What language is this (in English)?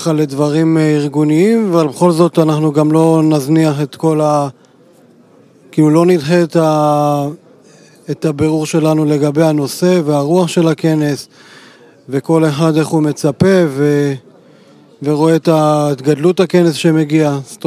Hebrew